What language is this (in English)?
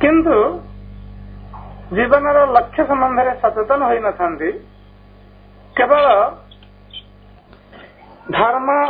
Odia